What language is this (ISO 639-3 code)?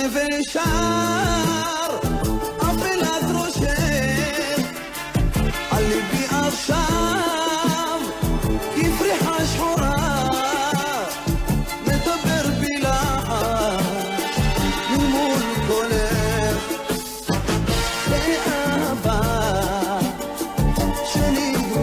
heb